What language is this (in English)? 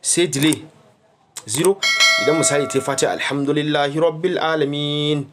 Hausa